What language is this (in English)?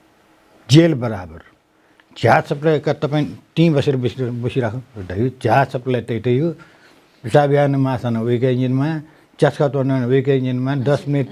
Newari